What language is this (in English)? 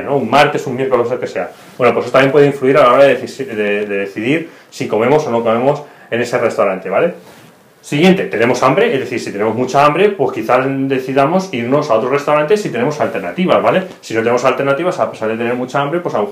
Spanish